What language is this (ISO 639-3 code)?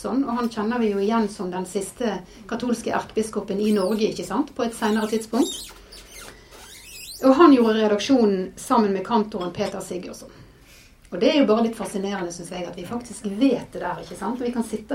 nor